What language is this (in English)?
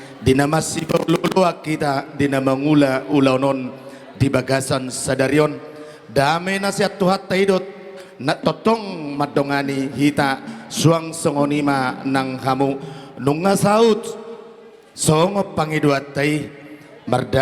Batak Toba